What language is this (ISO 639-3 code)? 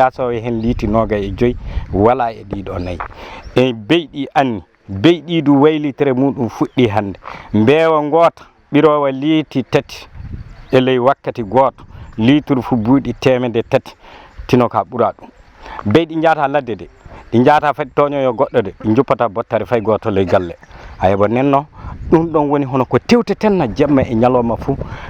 ful